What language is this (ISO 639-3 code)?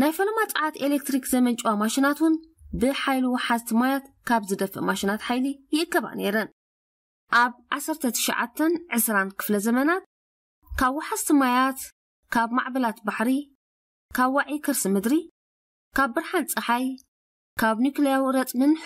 tir